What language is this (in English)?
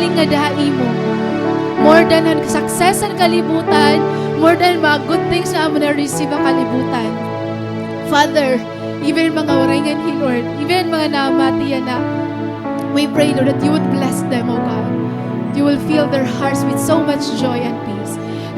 Waray